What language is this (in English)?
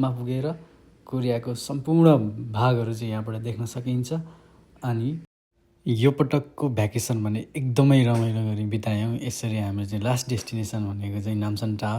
Nepali